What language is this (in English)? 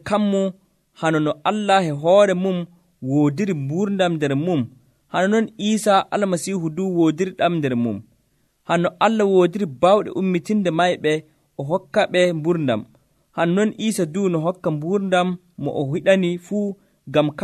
Nigerian Fulfulde